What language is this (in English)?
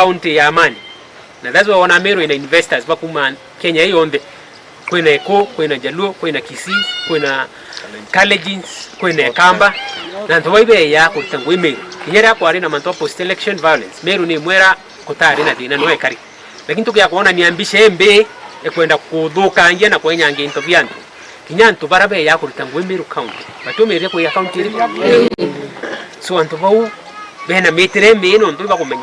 Meru